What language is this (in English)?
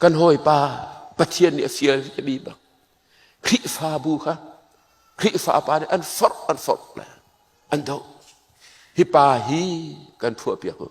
Hakha Chin